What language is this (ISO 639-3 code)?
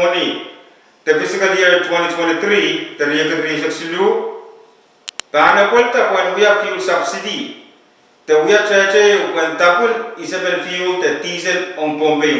pon